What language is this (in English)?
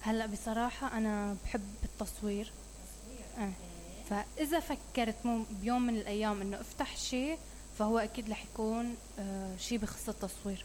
Mesopotamian Arabic